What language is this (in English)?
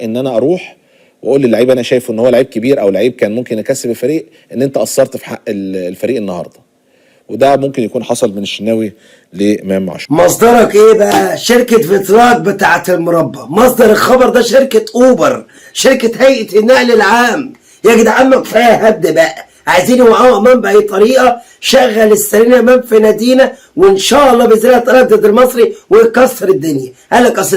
Egyptian Arabic